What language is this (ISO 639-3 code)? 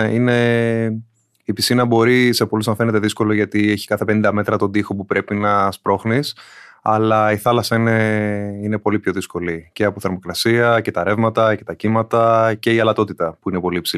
ell